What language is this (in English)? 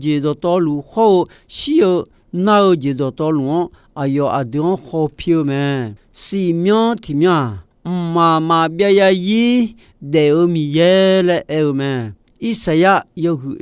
Akha